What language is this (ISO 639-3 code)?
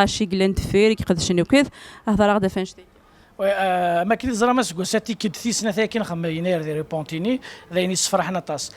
kab